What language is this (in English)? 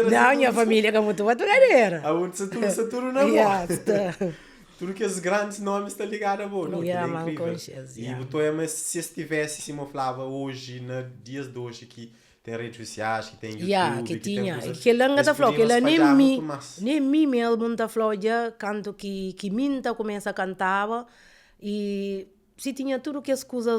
Kabuverdianu